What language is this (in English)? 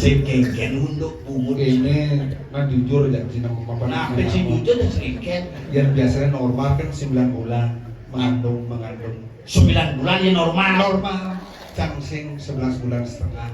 Balinese